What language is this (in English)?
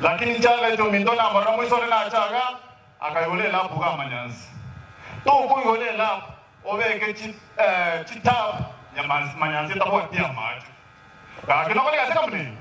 Gusii